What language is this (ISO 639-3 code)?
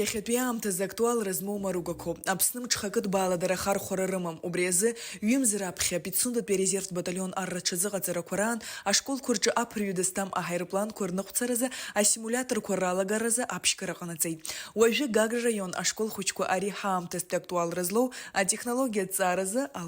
abk